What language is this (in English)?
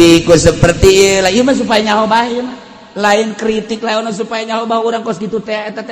Sundanese